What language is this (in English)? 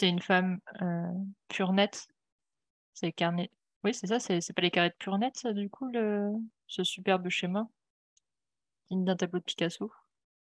French